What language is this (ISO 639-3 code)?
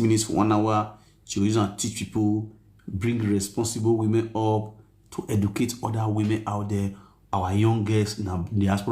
pcm